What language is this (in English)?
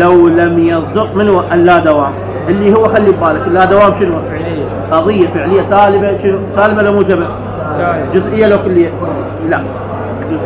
Mesopotamian Arabic